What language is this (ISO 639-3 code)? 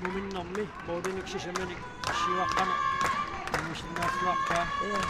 kal